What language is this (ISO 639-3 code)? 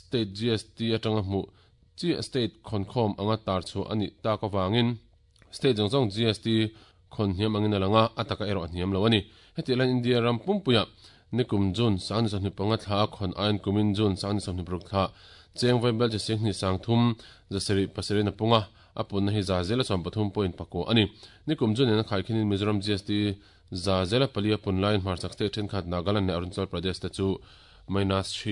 lus